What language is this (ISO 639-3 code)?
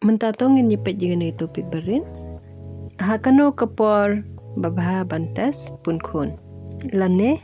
kha